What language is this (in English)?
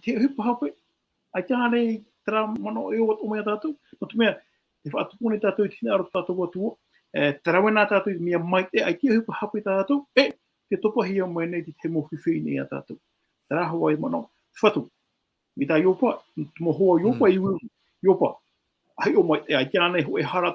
Tahitian